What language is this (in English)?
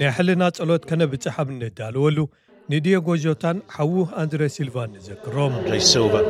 Tigrinya